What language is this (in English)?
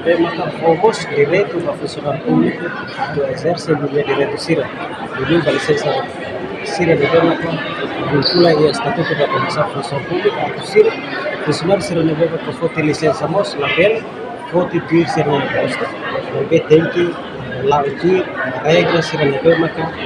Tetum